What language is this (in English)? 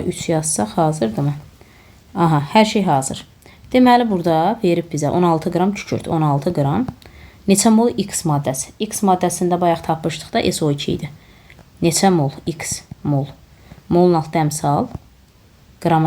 Azerbaijani